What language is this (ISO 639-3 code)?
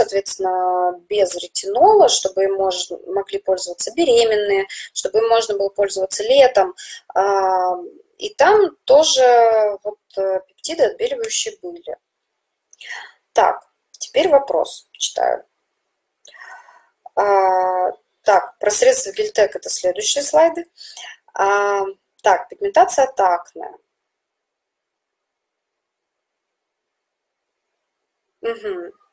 rus